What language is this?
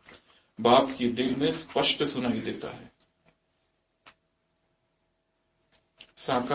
Hindi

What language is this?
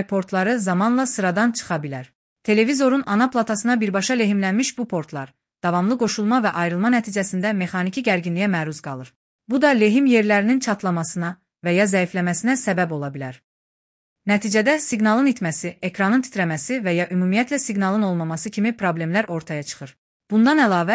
Azerbaijani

